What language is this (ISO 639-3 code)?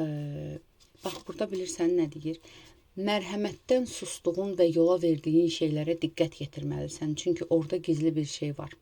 aze